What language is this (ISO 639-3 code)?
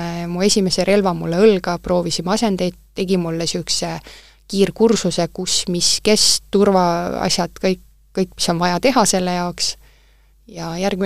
est